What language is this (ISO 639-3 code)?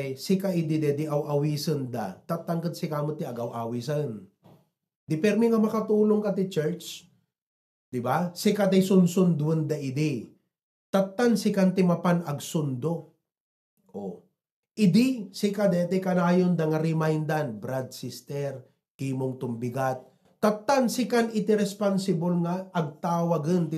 ilo